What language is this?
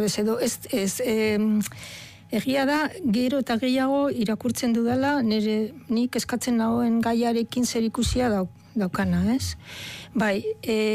Basque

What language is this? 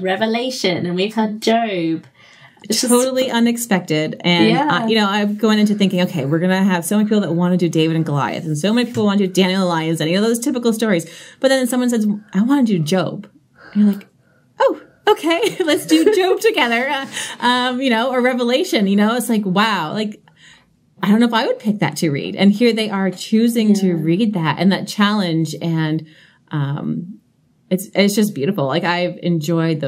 English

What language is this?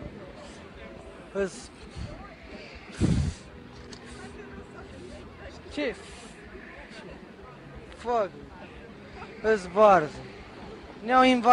Romanian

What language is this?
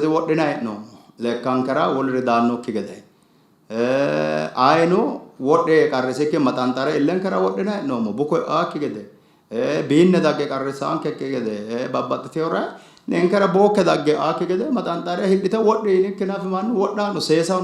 Sidamo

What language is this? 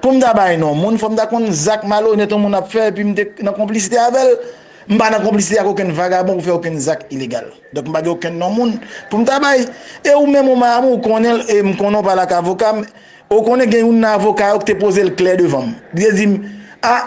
Haitian Creole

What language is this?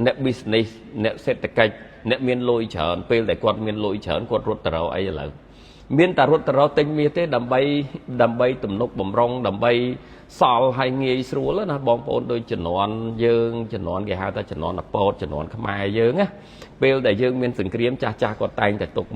Khmer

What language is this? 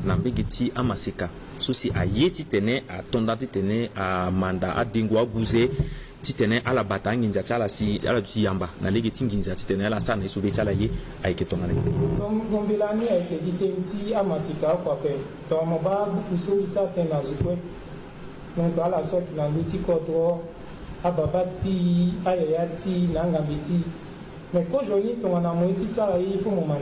Sango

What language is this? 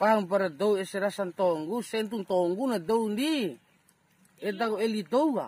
Bima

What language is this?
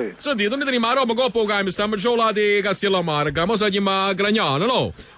Neapolitan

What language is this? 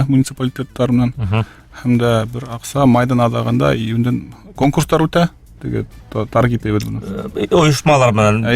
Bashkir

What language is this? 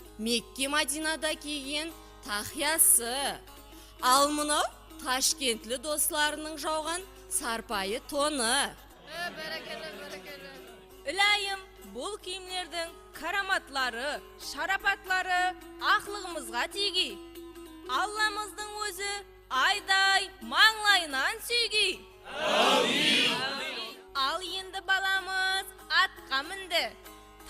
Kara-Kalpak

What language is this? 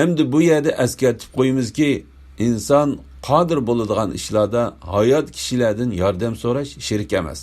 Uyghur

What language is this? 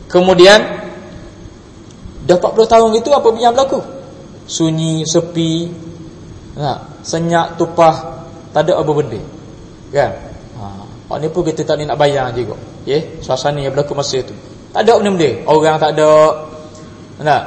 Malay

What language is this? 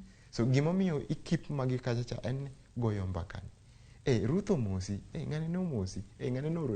Luo (Kenya and Tanzania)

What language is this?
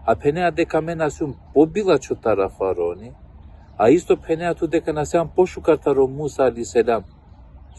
Balkan Romani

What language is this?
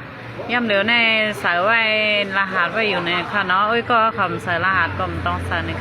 Shan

